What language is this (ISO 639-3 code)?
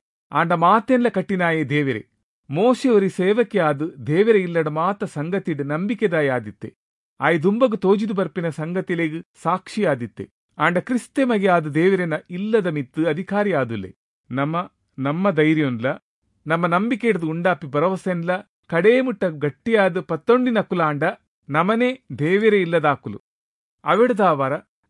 tcy